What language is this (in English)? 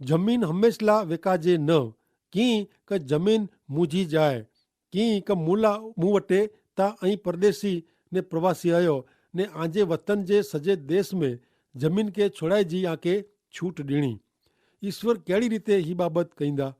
Kachhi